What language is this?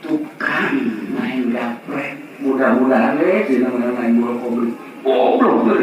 Sundanese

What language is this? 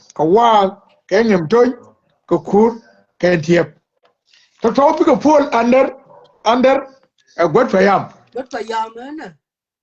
Nuer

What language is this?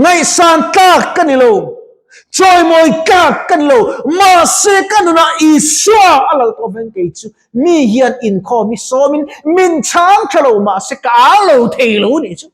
Mizo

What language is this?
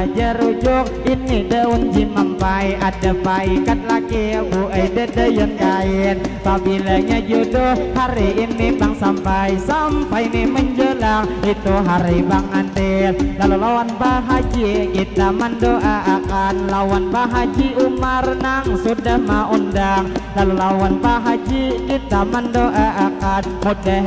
Banjar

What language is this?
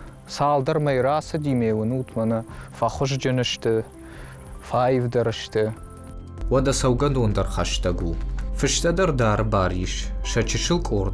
Ossetic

